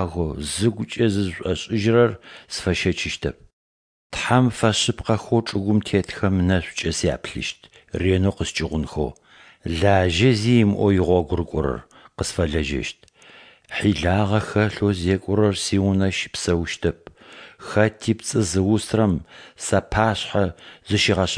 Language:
Adyghe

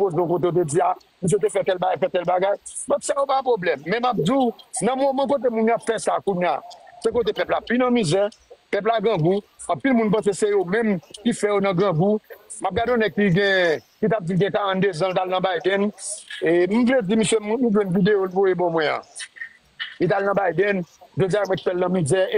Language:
Haitian Creole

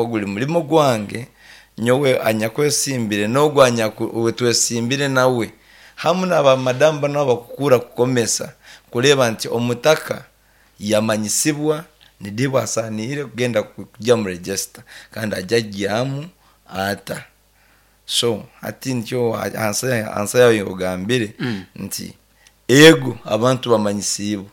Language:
Nyankole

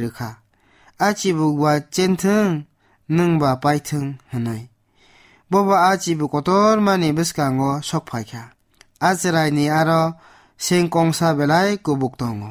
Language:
Kok Borok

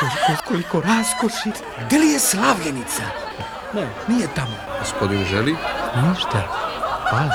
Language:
Serbian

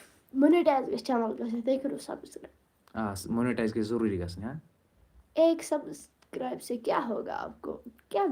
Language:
Kashmiri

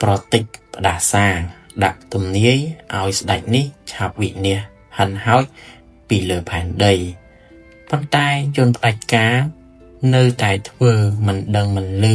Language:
Khmer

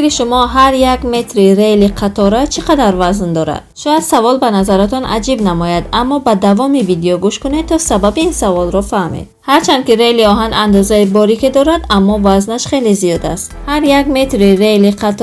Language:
Tajik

